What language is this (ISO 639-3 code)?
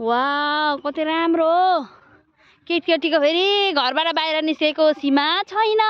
nep